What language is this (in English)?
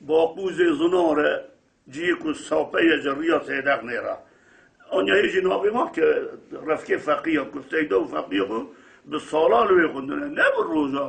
Kurdish